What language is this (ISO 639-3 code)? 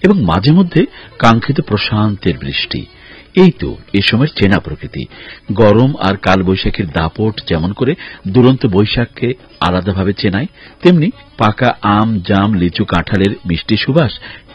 ben